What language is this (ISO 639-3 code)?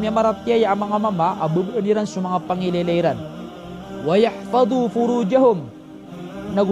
mrw